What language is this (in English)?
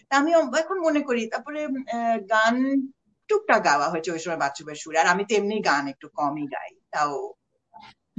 Bangla